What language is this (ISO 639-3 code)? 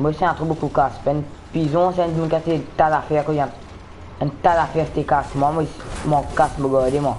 mfe